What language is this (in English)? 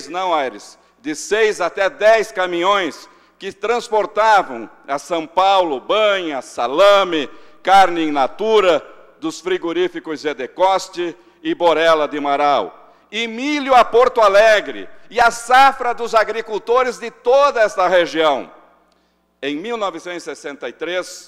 Portuguese